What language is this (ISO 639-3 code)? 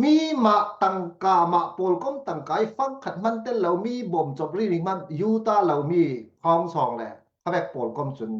cfm